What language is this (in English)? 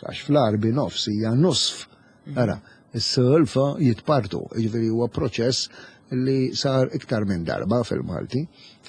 Maltese